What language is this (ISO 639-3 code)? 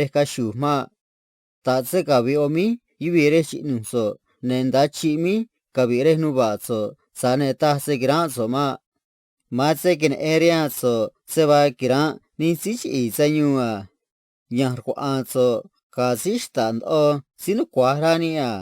trc